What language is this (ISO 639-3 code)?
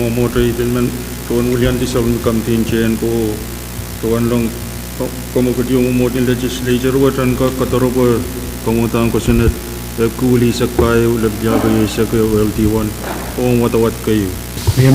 pon